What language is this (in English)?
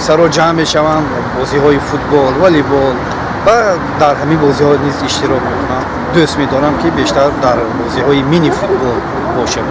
Tajik